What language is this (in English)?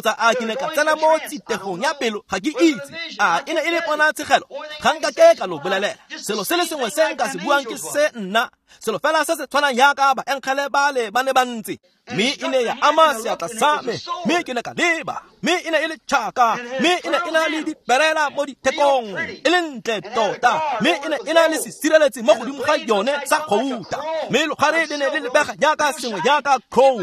Tswana